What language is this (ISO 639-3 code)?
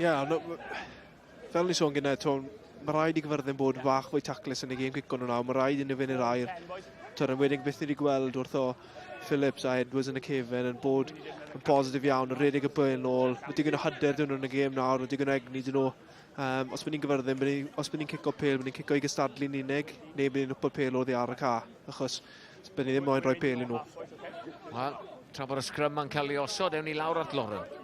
cym